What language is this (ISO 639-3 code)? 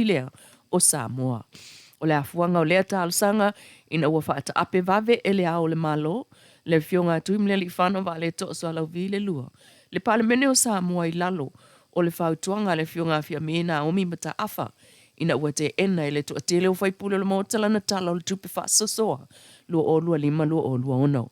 smo